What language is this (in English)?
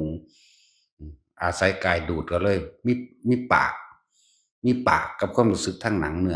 Northeastern Thai